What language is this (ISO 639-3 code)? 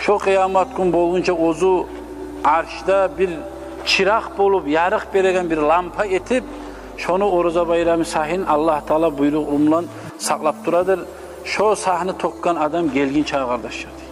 kum